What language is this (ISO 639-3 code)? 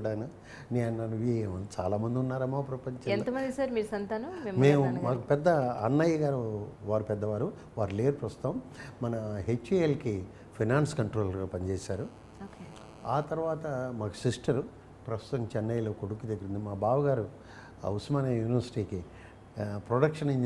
tel